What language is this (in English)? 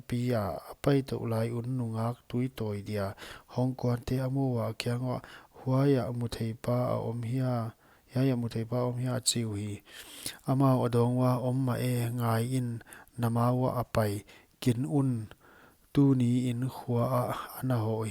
Paite Chin